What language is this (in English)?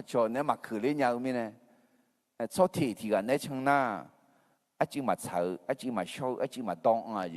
Akha